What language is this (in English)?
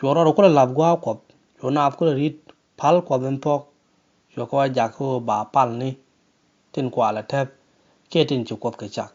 Nuer